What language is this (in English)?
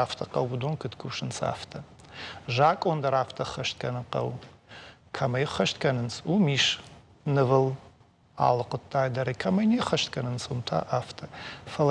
Ossetic